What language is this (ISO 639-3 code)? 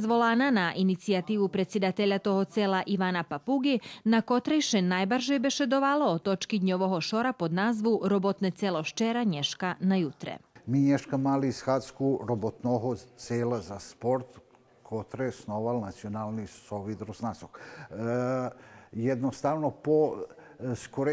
rue